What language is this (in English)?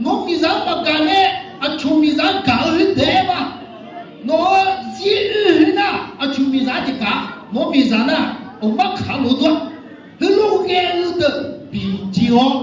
Akha